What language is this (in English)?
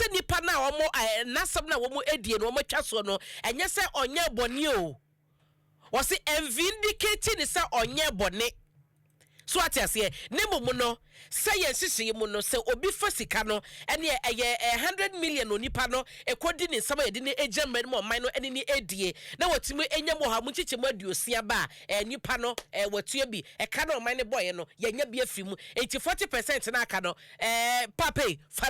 Akan